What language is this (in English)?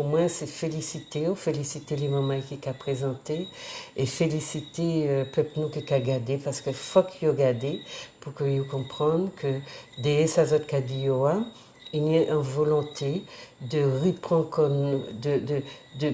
Guadeloupean Creole French